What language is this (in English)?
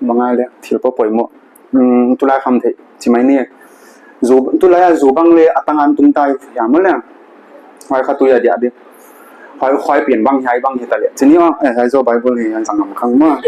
Paite Chin